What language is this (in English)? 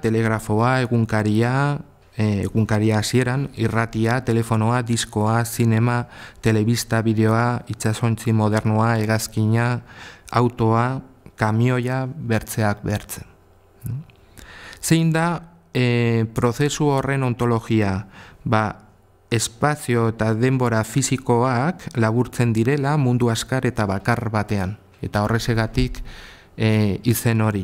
Basque